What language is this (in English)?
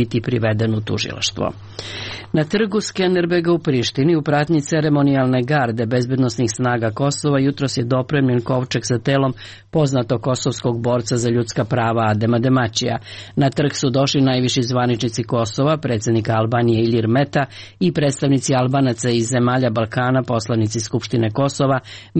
Serbian